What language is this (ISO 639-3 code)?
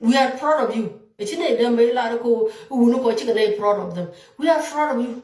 nus